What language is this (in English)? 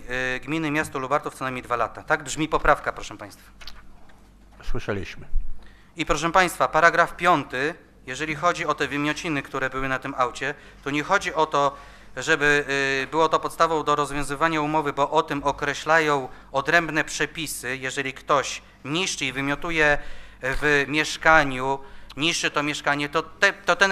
Polish